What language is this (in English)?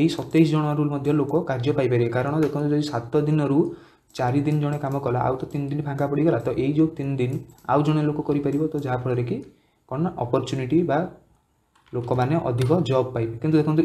Odia